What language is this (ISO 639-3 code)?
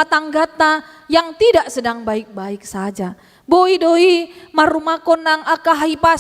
bbc